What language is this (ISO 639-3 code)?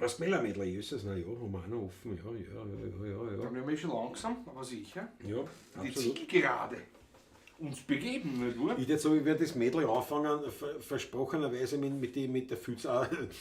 bar